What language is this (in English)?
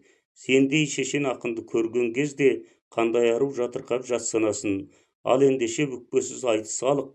Kazakh